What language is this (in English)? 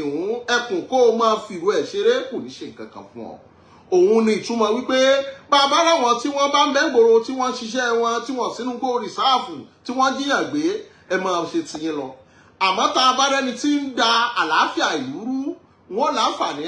Yoruba